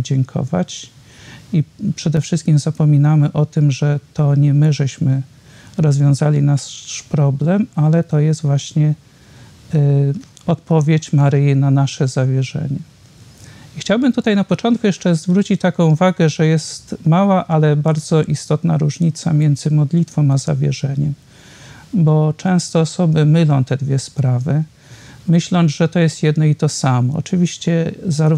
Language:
Polish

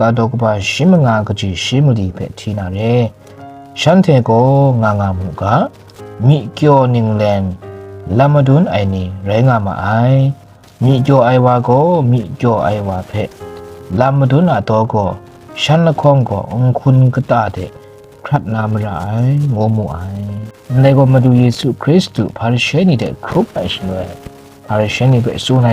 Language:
Kachin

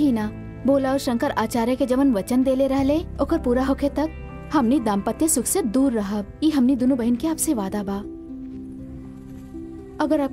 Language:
Bhojpuri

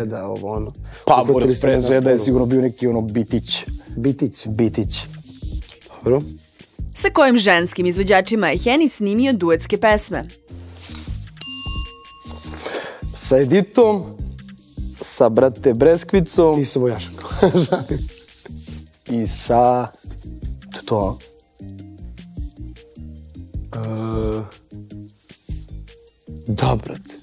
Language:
Serbian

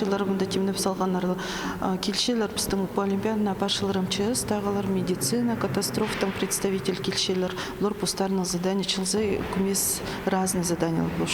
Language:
Khakas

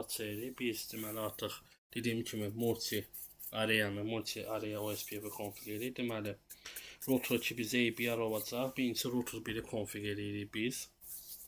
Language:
Azerbaijani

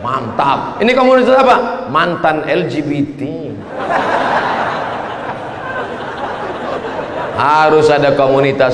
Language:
Indonesian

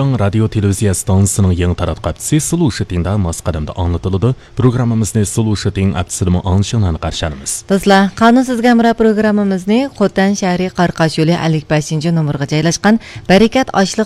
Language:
Uyghur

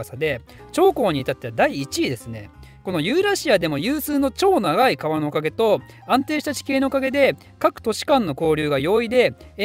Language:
Japanese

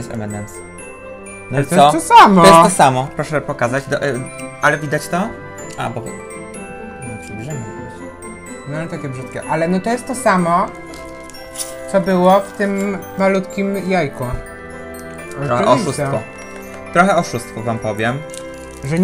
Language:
Polish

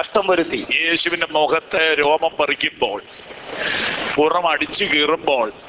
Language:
Malayalam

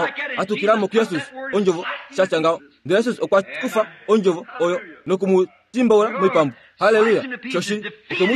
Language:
Kuanyama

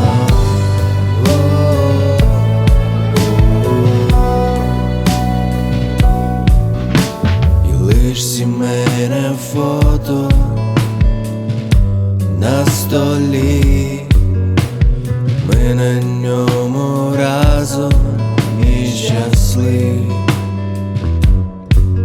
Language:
Ukrainian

